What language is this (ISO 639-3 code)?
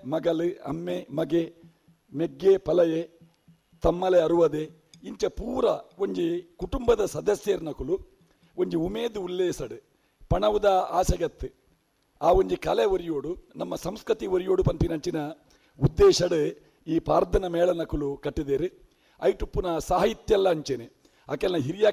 tcy